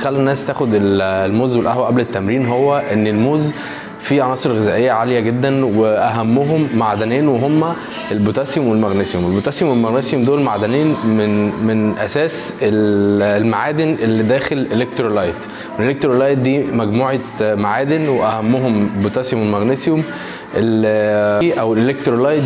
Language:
Egyptian Arabic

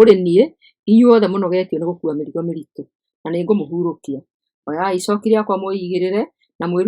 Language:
Kikuyu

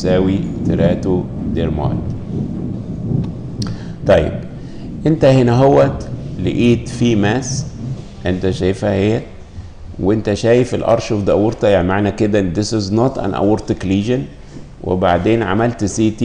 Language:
Egyptian Arabic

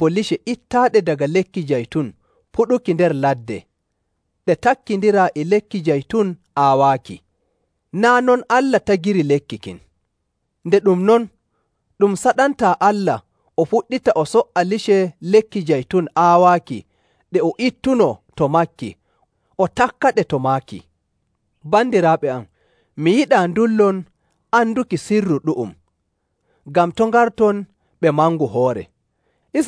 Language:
Nigerian Fulfulde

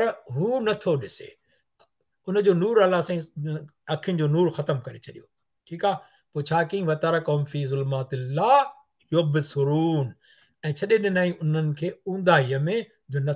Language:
Sindhi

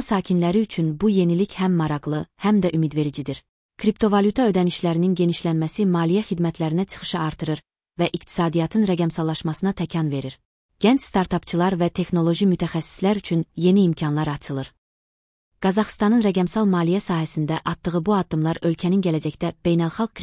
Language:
Azerbaijani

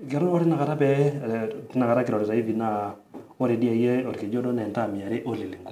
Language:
Masai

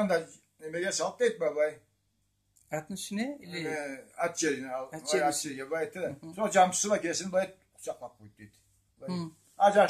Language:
Karachay-Balkar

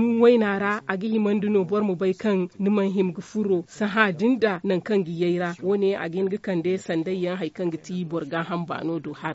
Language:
Zarma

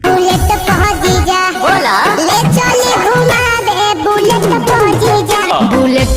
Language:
Santali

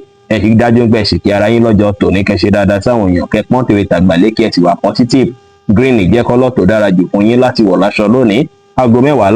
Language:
Yoruba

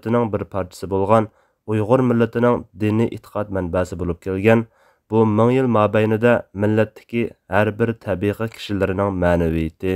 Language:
Uyghur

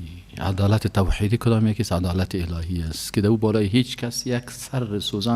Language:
Persian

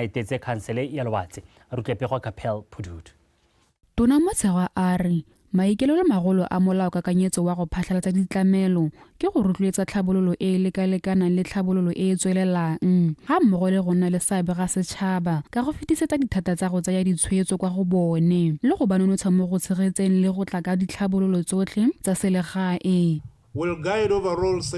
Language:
Tswana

